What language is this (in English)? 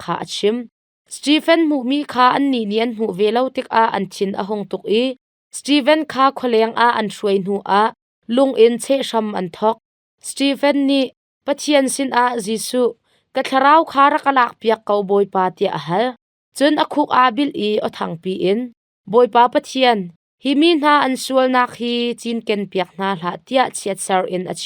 Hakha Chin